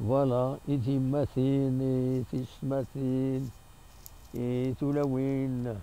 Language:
Kabyle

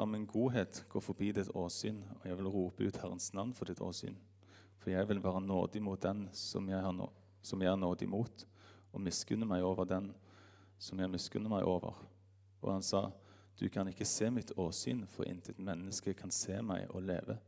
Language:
Norwegian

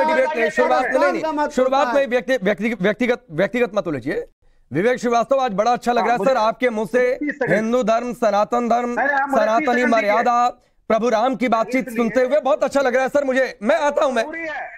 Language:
Hindi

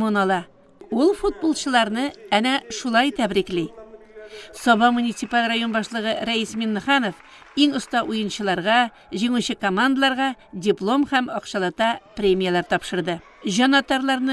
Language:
Tatar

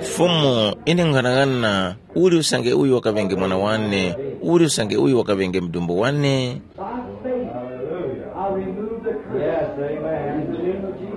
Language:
Tumbuka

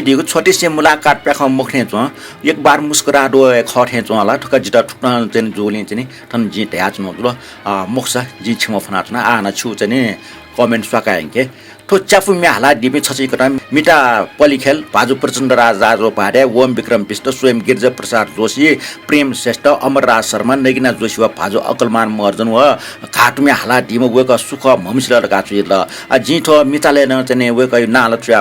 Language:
Newari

